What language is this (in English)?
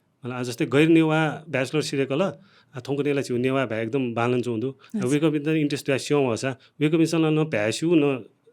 Newari